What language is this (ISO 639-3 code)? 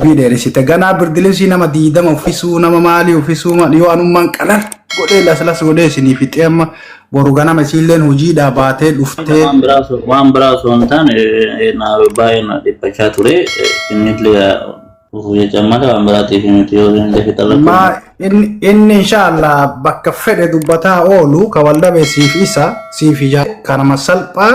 orm